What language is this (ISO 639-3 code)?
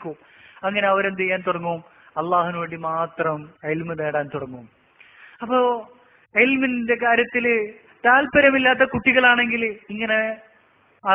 mal